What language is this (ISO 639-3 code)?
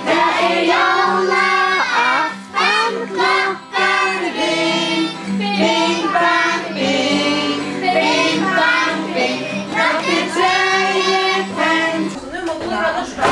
fao